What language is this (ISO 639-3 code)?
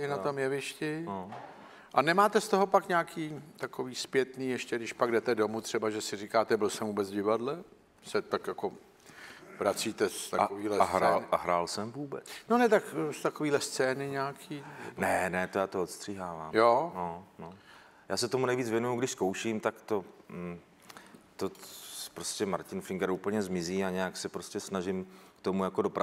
ces